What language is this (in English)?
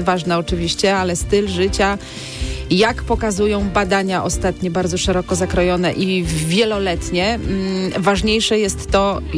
Polish